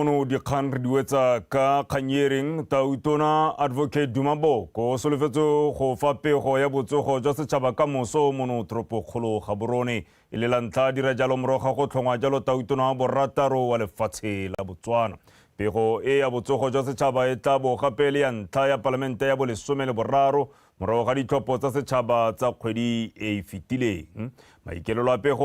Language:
Tswana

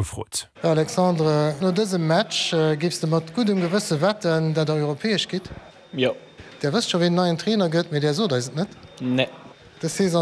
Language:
Luxembourgish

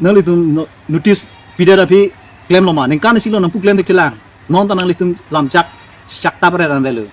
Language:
Karbi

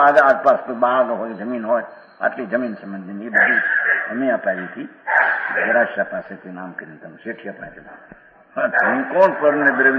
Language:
Gujarati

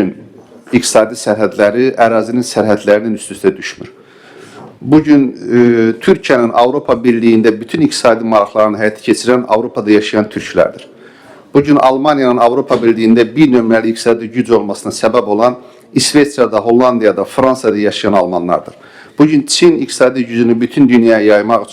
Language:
Azerbaijani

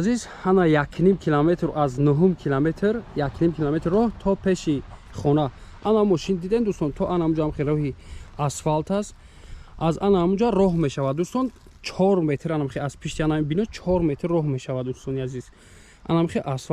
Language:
Tajik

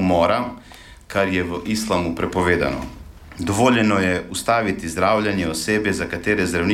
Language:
Slovenian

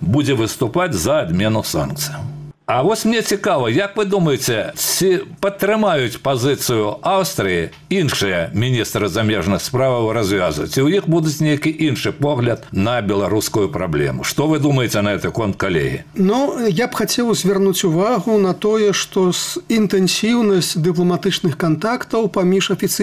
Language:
Belarusian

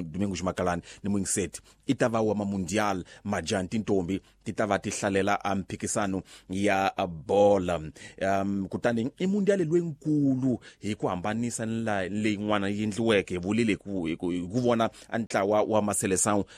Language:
Tsonga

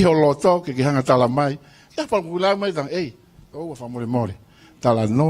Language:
Tongan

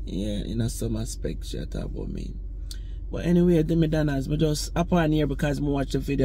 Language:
Jamaican Creole English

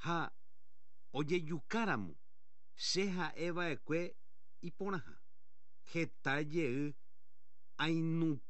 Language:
Guarani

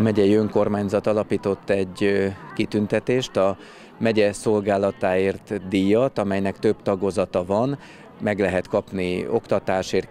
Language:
Hungarian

